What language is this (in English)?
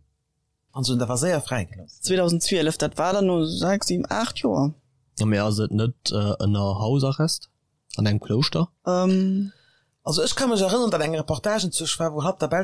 Luxembourgish